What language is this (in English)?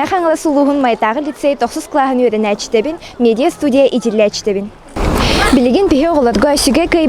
Yakut